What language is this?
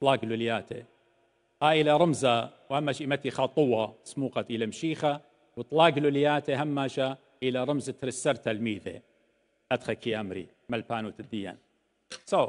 Assyrian Neo-Aramaic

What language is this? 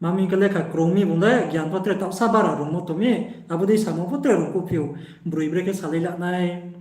Riang (India)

